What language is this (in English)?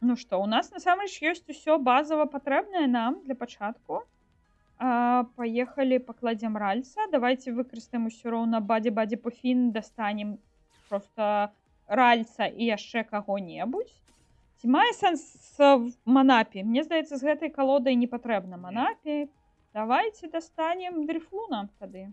Belarusian